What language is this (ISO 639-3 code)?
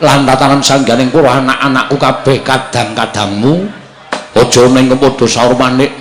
jav